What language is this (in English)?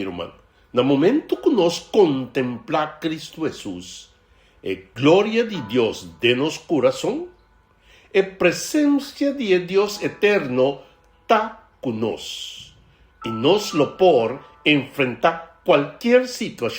Papiamento